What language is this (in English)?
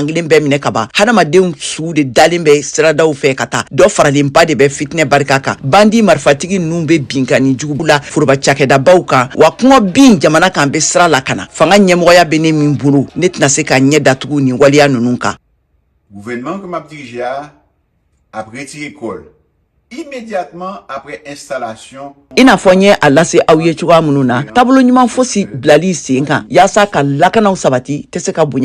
Bambara